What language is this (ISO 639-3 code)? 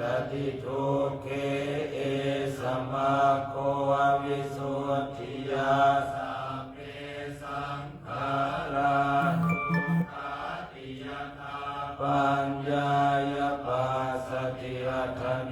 pli